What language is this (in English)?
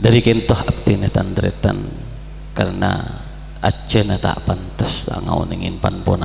Madurese